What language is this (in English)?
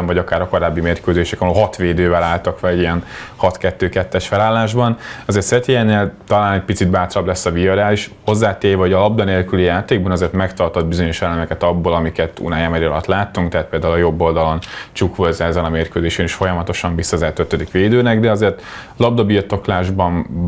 Hungarian